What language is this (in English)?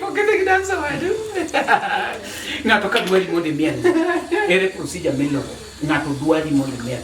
Luo (Kenya and Tanzania)